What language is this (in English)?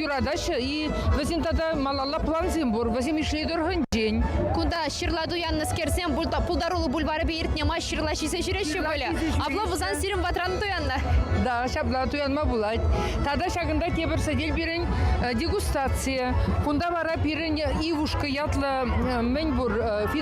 Chuvash